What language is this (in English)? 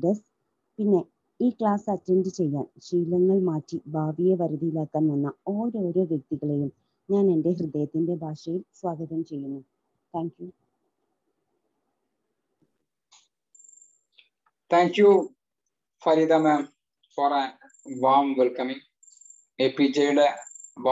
Malayalam